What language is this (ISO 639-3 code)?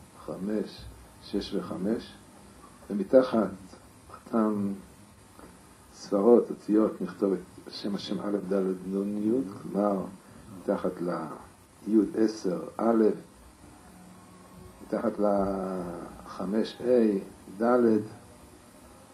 heb